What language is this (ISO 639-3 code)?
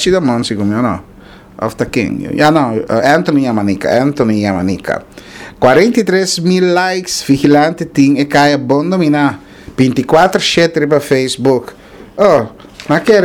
pap